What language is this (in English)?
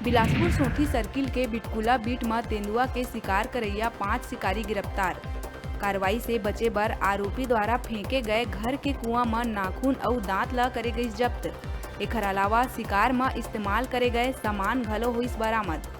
Chhattisgarhi